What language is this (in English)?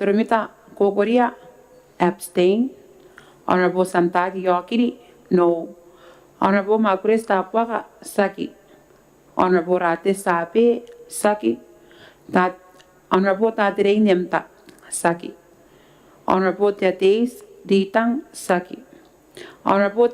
Gilbertese